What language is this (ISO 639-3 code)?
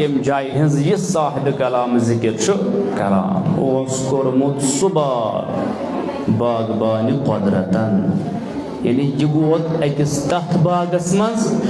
kas